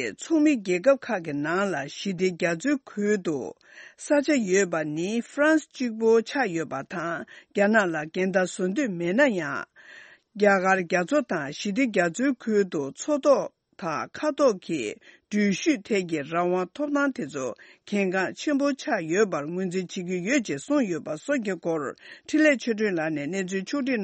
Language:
Tibetan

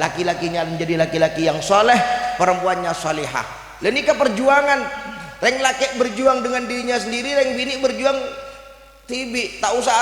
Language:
Madurese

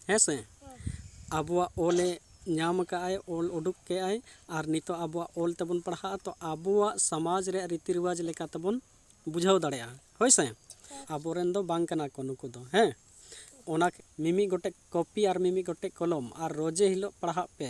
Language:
Santali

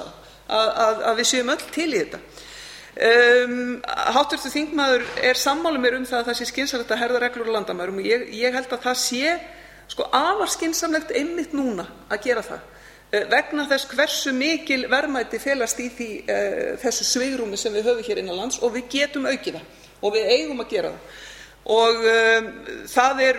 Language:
Icelandic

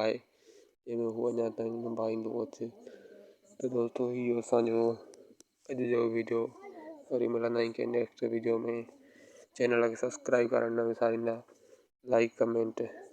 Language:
Sindhi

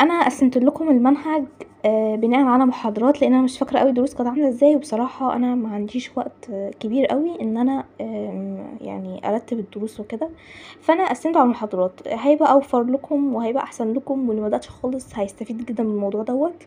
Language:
Egyptian Arabic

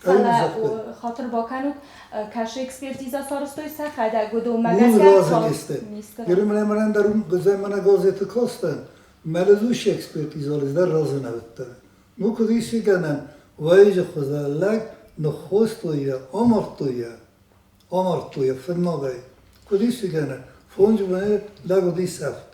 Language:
Ossetic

